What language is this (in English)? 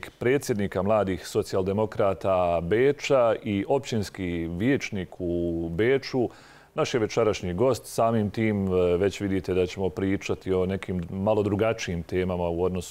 Bosnian